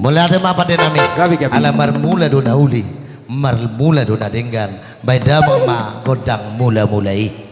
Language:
Batak Toba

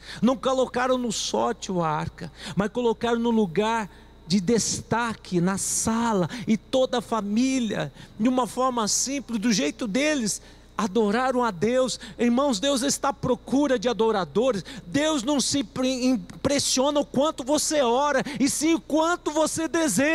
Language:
Portuguese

